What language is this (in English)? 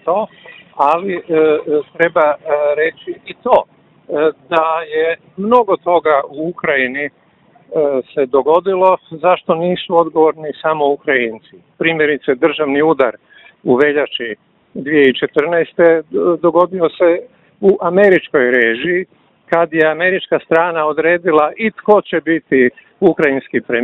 Croatian